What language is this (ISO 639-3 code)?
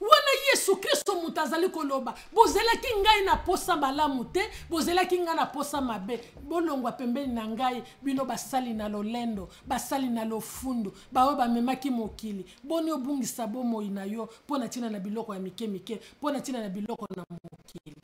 lin